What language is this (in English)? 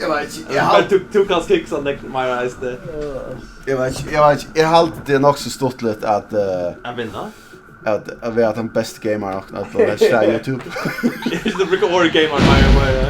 Faroese